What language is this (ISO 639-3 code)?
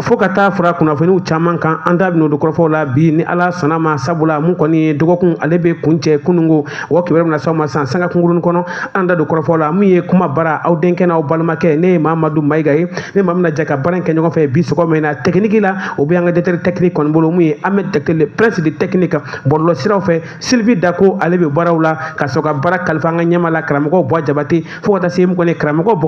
bam